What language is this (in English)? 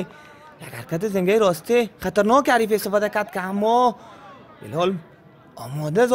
Persian